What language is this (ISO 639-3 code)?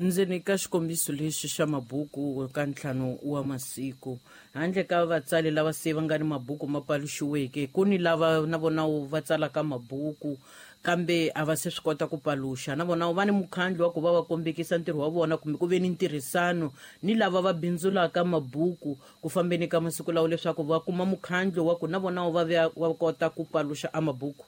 tso